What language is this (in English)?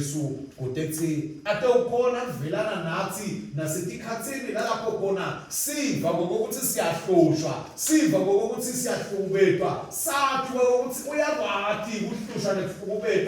Swati